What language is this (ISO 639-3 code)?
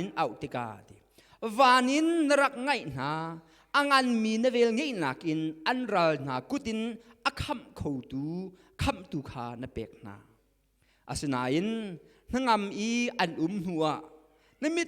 cnh